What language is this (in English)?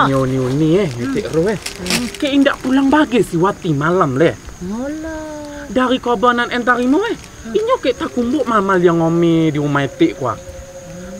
Minangkabau